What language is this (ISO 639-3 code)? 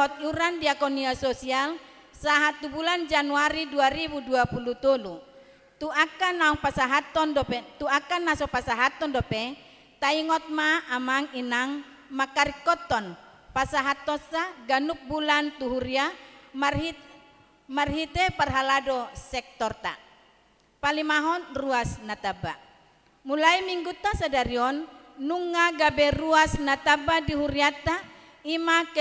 bbc